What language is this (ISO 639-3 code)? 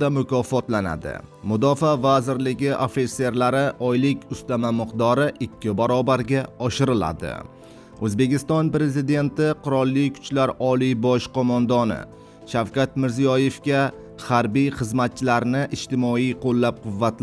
uzb